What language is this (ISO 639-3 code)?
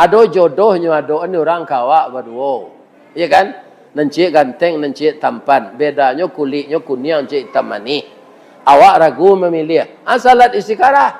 min